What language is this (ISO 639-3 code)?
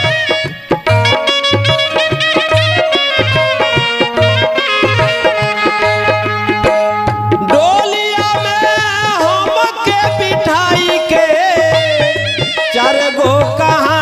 bho